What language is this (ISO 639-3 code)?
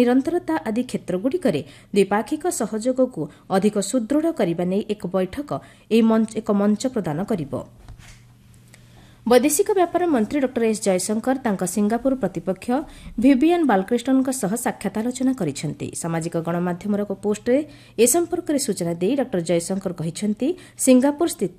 ori